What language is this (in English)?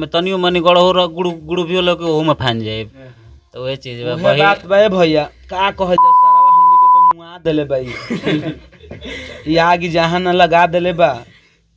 Bhojpuri